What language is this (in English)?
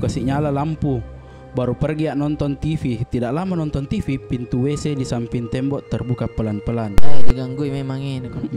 Makassar Malay